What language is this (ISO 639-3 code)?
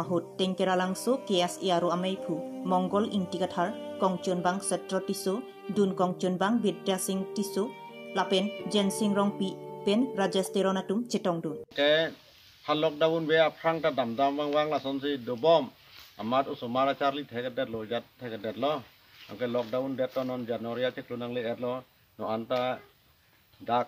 mjw